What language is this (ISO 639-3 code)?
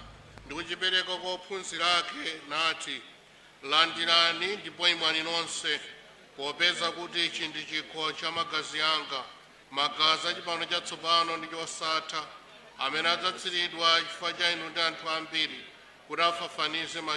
nya